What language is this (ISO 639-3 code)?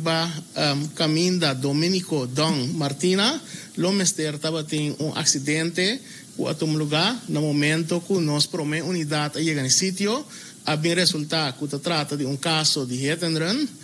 pap